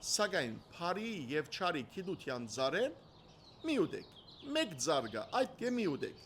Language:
Western Armenian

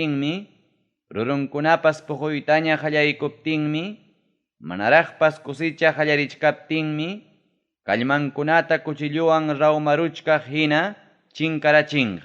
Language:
Ayacucho Quechua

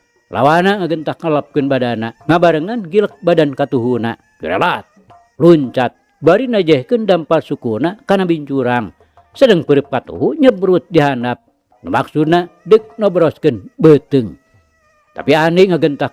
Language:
Sundanese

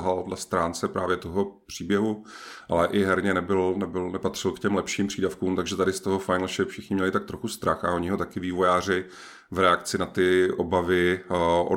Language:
Czech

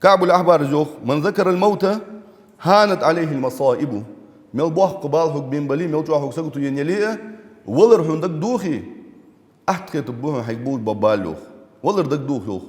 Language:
Ingush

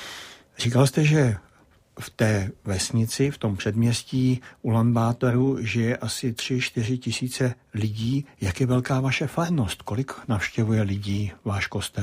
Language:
Czech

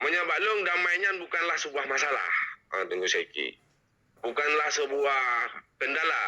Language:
Achinese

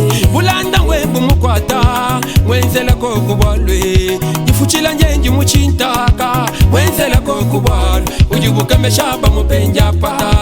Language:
Luba-Lulua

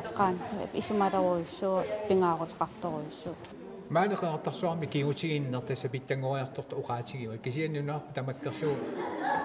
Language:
Kalaallisut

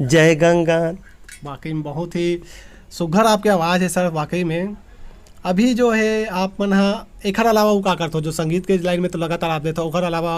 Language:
Chhattisgarhi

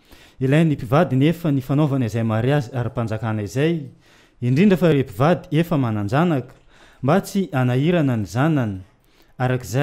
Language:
Malagasy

